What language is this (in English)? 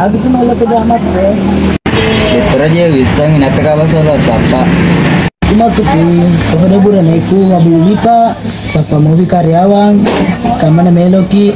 Buginese